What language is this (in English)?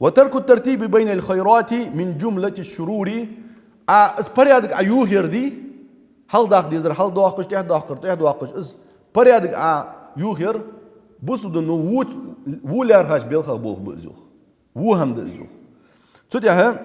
Ingush